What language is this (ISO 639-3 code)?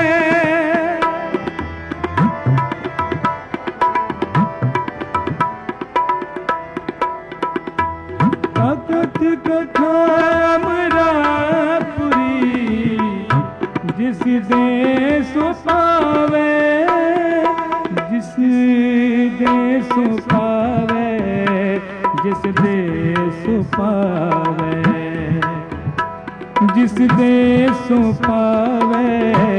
pan